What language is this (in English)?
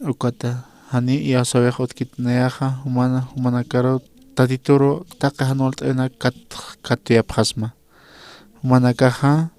Aymara